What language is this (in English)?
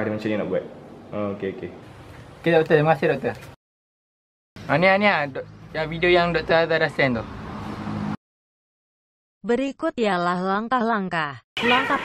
Malay